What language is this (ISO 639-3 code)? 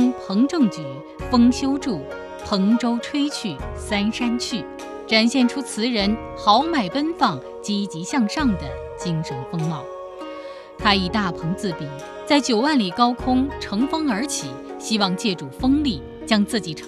zho